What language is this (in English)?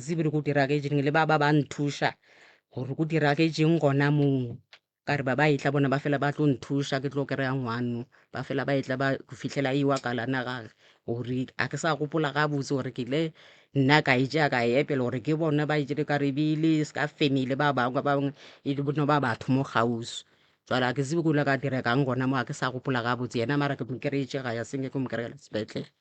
Northern Sotho